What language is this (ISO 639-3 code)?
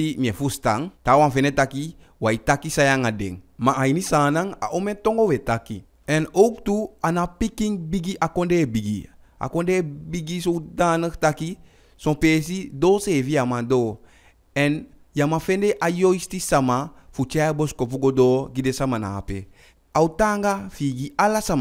djk